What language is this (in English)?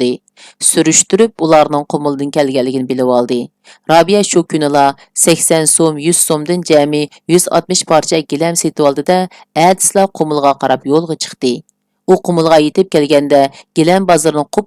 Uyghur